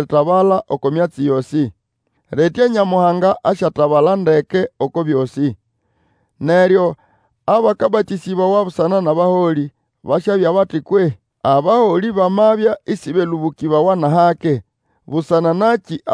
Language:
Nande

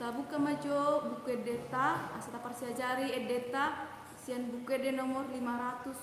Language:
Batak Toba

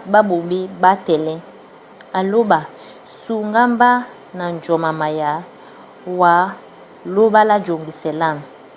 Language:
Duala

